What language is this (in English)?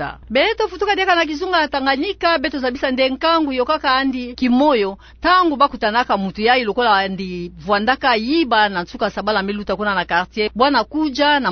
Kituba (Democratic Republic of Congo)